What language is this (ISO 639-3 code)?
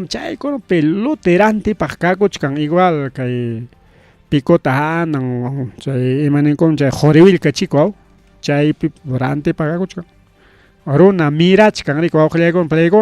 quy